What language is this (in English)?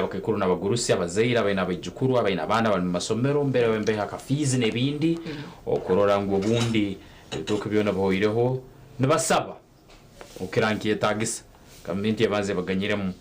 Nyankole